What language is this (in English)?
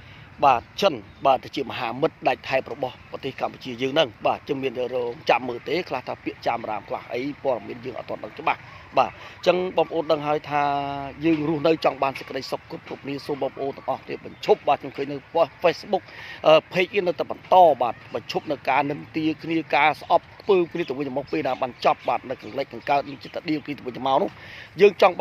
Khmer